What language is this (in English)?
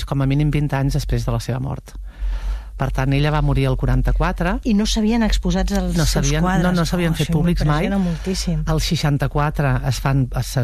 Catalan